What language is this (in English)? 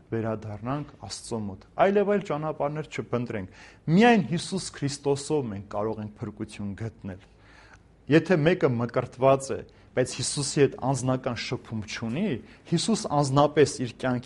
Armenian